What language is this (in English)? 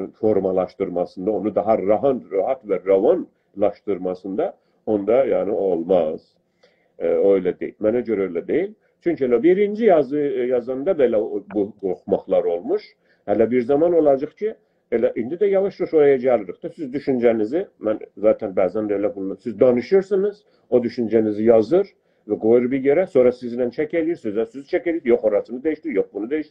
South Azerbaijani